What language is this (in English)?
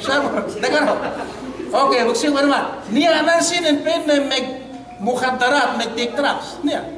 Yakan